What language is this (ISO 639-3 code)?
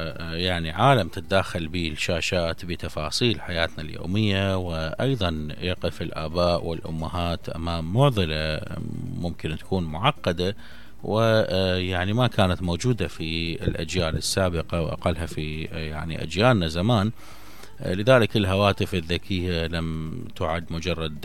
acm